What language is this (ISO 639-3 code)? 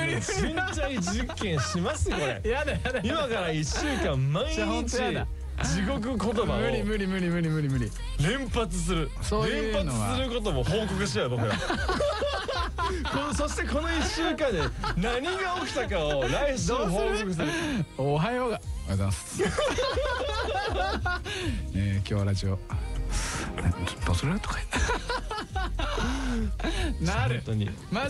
jpn